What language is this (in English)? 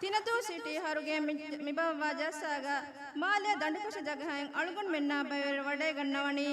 Divehi